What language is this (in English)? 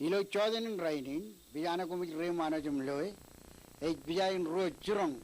Marshallese